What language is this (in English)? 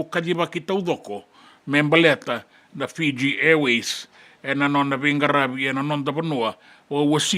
Fijian